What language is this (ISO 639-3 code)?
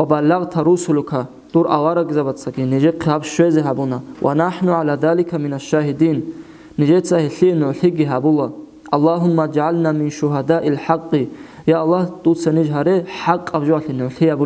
ava